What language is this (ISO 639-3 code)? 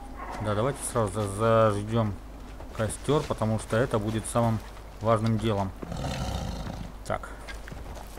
rus